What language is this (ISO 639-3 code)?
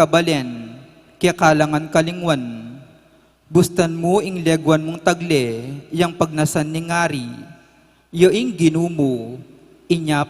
pam